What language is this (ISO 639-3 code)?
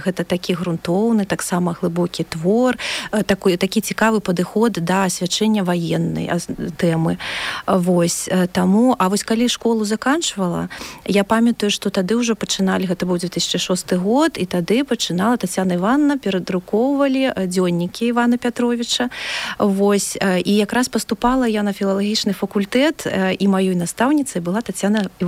bel